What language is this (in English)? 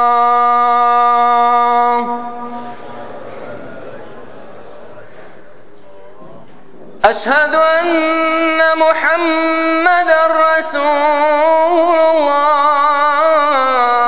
Urdu